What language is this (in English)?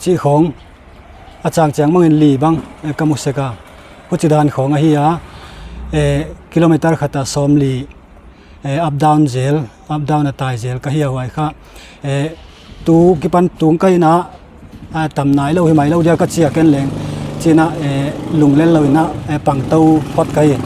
Paite Chin